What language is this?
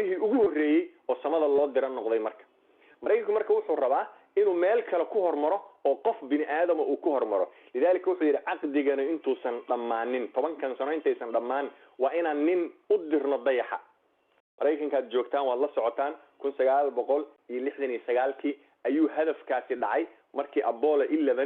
Somali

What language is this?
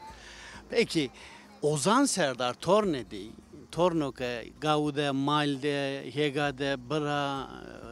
Zaza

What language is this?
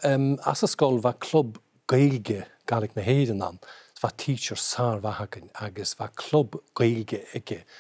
Scottish Gaelic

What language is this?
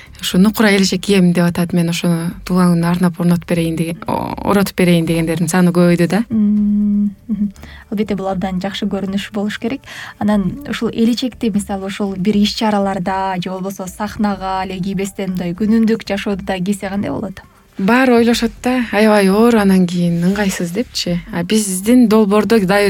Kyrgyz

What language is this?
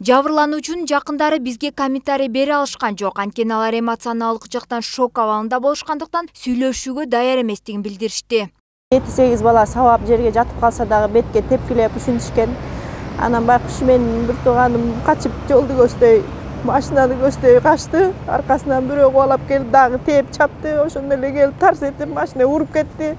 Kyrgyz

